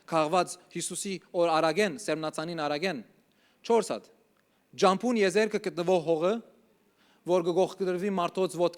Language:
Western Armenian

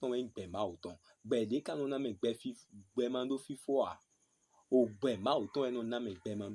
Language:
Fon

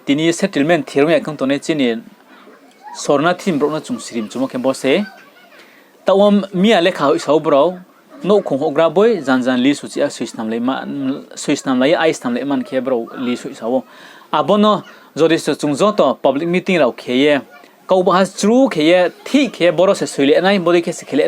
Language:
Riang (India)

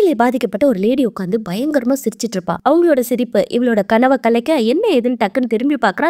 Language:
Tamil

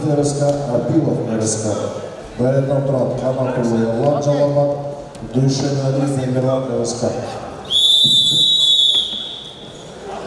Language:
Kazakh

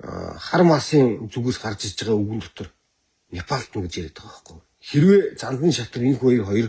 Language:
Mongolian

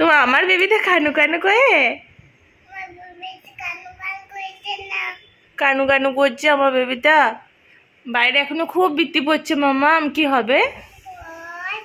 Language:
Bangla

